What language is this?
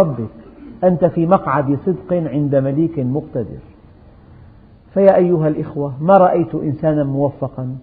Arabic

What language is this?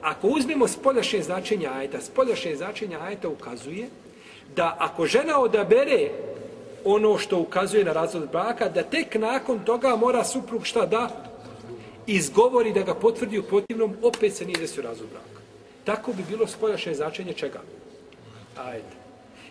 Bosnian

